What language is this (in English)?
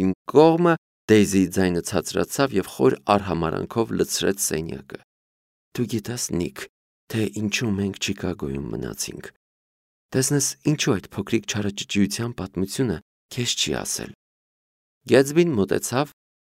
Armenian